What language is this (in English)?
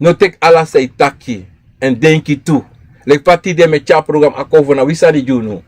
Sranan Tongo